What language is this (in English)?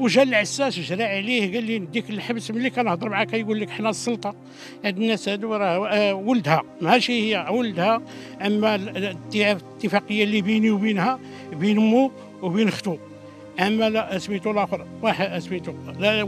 Moroccan Arabic